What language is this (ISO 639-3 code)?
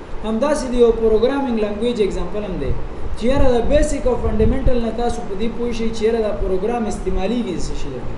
pus